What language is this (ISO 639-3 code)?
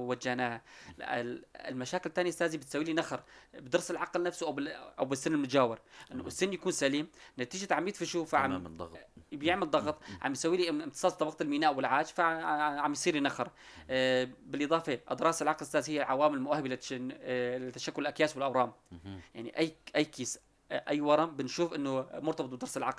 apc